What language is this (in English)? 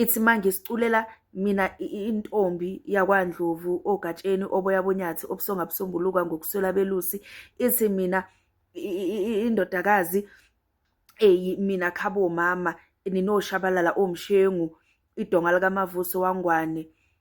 Zulu